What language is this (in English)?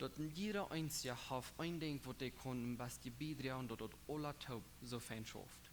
Plautdietsch